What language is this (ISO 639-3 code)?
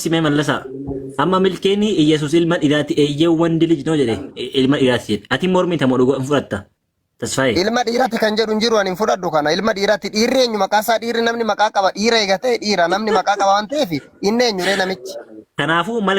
orm